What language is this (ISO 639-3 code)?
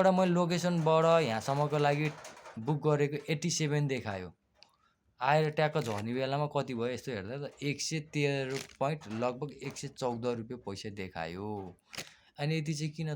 nep